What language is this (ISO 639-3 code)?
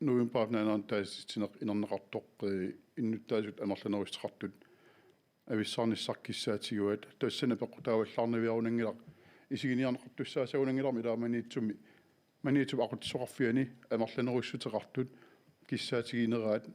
kal